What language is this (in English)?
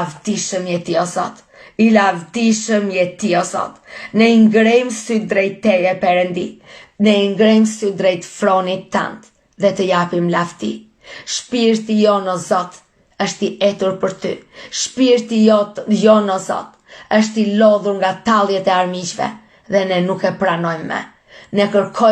Albanian